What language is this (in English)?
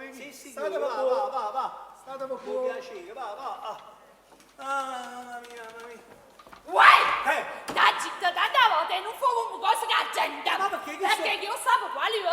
Neapolitan